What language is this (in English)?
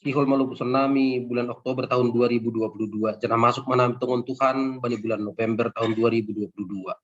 Batak Simalungun